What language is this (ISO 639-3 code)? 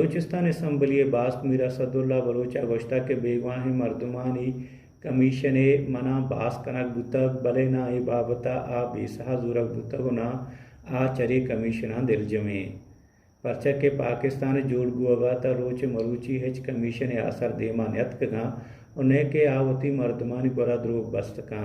bal